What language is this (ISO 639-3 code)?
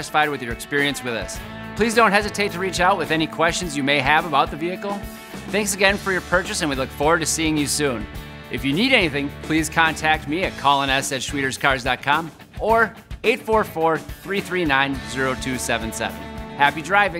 eng